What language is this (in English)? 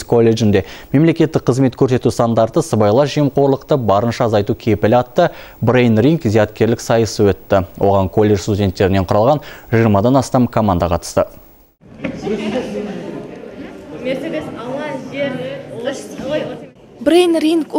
Kazakh